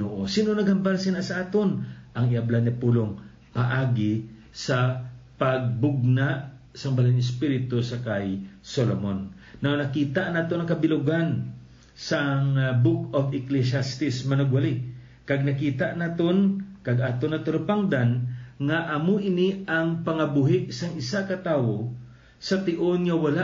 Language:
Hiligaynon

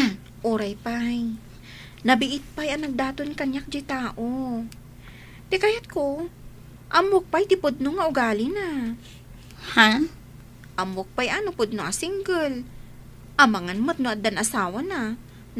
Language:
Iloko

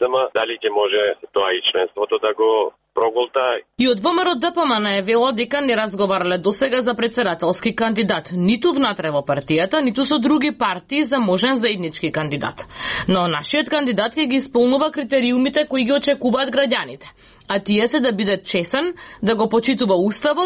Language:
Macedonian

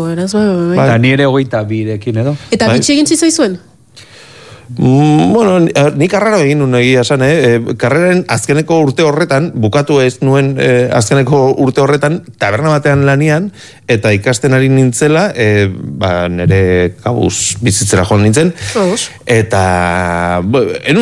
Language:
Basque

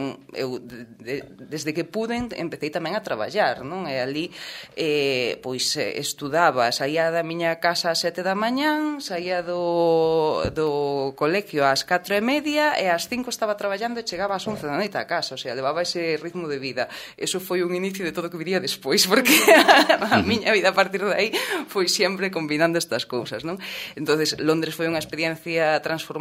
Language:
Galician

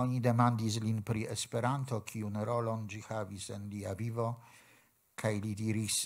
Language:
Esperanto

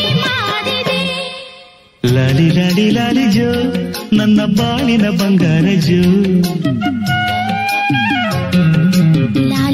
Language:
Kannada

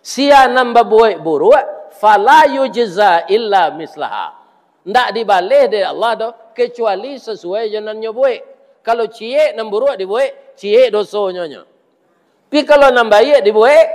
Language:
Minangkabau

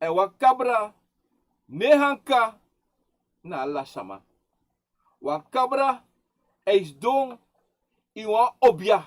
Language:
Sranan Tongo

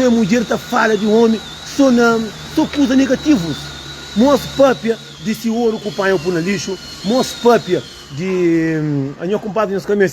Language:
Kabuverdianu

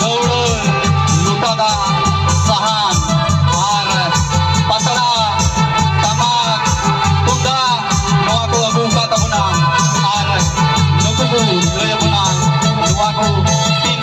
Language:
Santali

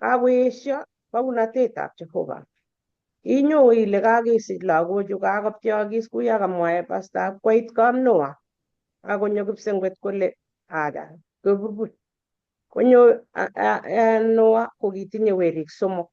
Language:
Kalenjin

